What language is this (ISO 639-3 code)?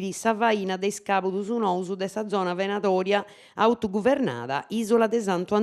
srd